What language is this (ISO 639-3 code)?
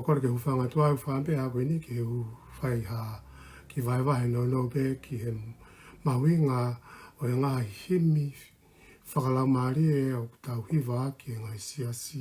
ton